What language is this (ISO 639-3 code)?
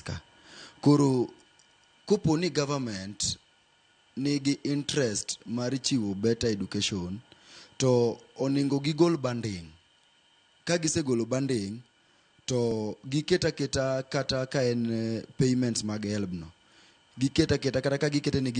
luo